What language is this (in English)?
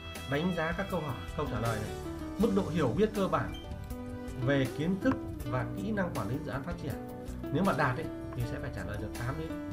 Vietnamese